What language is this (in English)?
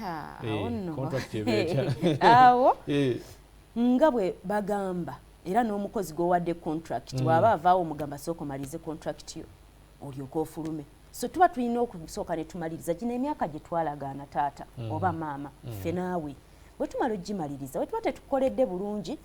Ganda